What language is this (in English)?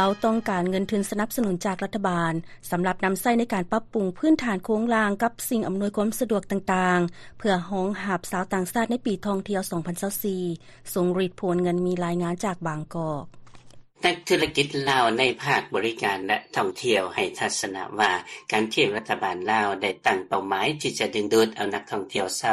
Lao